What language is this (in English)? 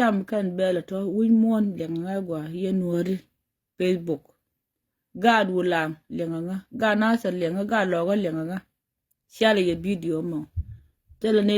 Nuer